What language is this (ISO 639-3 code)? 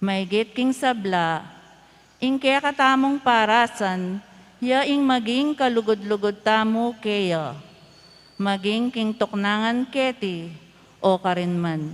pam